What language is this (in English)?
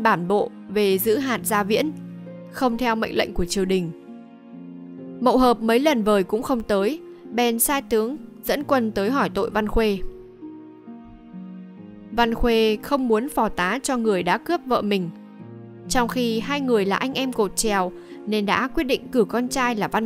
Vietnamese